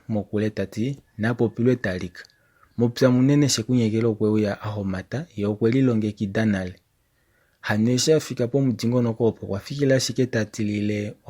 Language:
Kuanyama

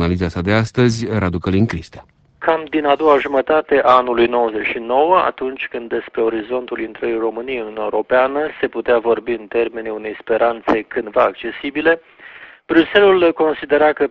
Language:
Romanian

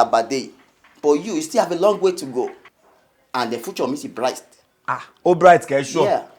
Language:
Yoruba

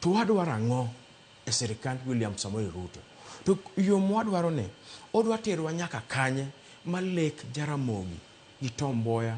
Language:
Luo (Kenya and Tanzania)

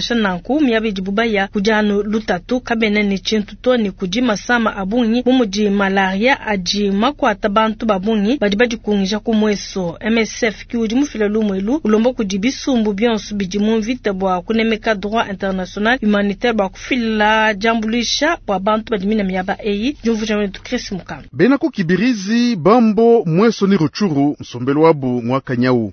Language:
Luba-Lulua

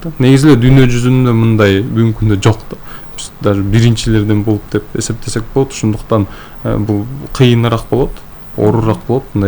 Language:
Kyrgyz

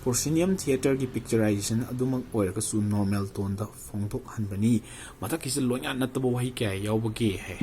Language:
Manipuri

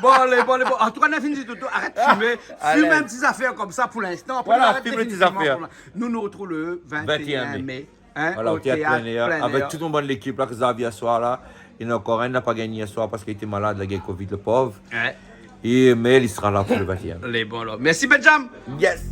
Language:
Réunion Creole French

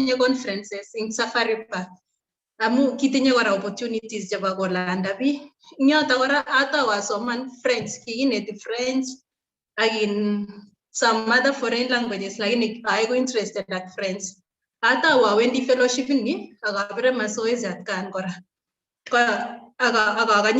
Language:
Kalenjin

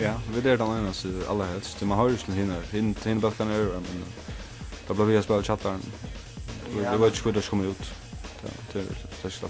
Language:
Faroese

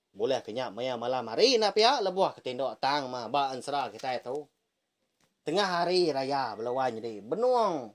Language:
Iban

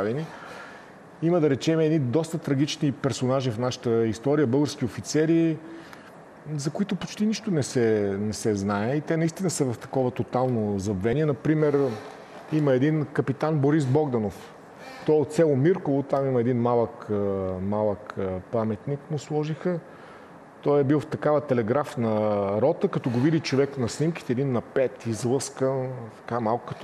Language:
Bulgarian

